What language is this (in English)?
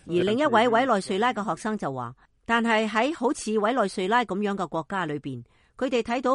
Cantonese